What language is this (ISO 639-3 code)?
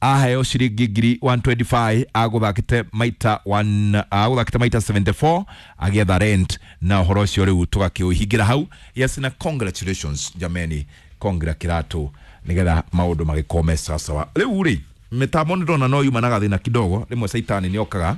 kik